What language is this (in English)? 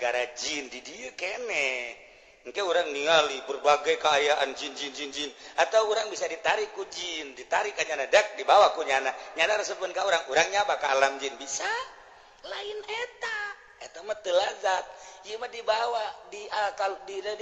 Sundanese